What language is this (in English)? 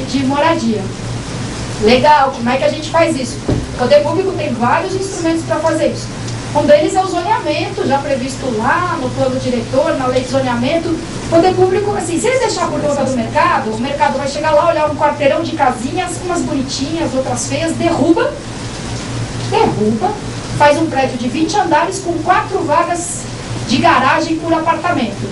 Portuguese